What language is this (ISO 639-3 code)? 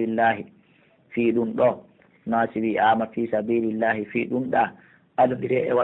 fuf